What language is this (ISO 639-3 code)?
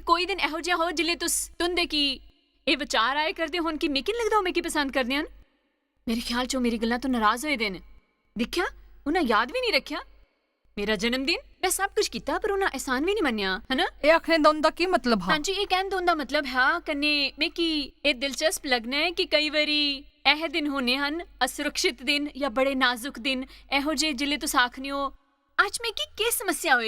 doi